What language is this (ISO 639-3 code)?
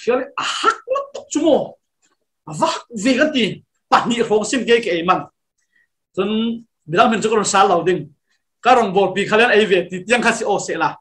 cfm